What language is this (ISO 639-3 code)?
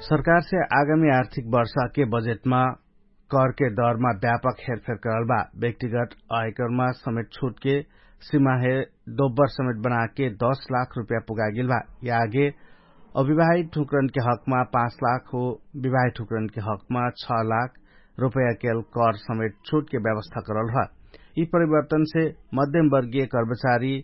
thl